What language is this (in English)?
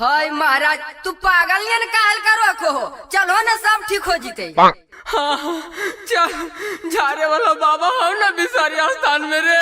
Magahi